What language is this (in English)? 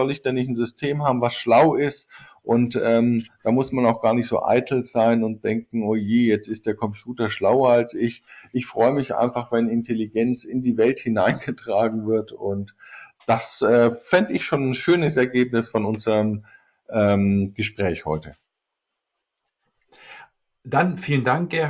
German